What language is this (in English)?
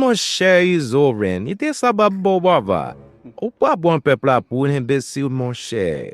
Haitian Creole